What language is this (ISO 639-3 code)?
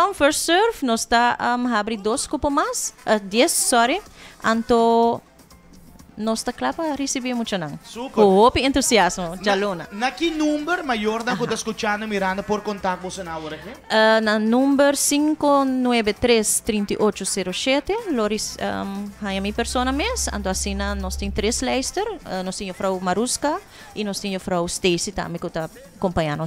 pap